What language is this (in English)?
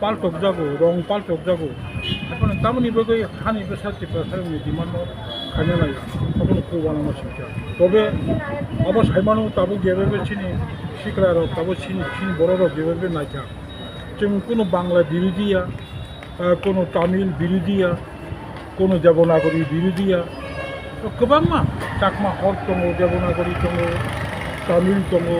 Kok Borok